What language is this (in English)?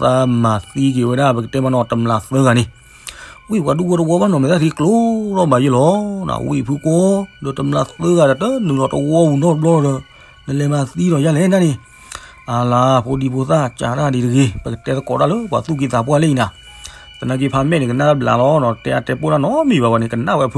S'gaw Karen